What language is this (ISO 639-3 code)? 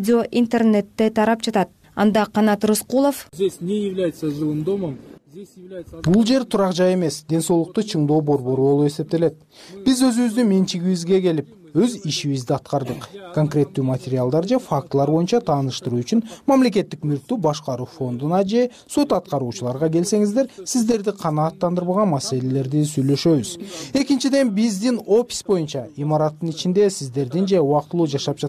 kir